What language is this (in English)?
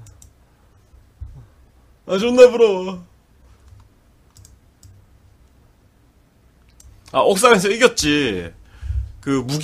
Korean